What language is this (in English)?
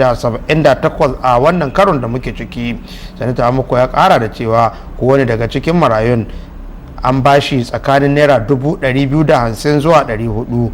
Hausa